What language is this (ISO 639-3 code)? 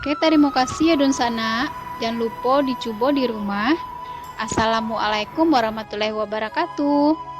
min